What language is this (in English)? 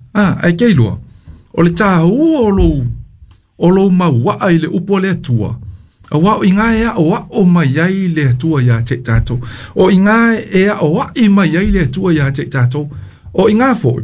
Samoan